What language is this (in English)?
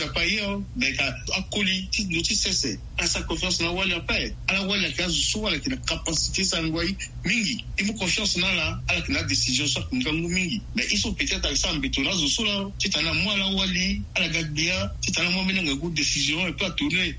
Sango